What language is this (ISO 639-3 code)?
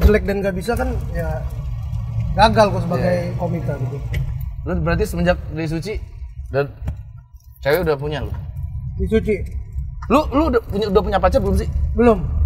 ind